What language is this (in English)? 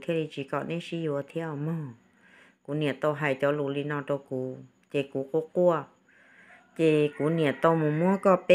Hmong